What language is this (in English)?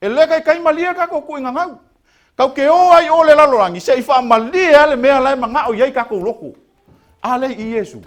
Samoan